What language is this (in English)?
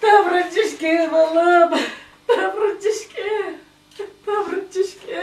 Chuvash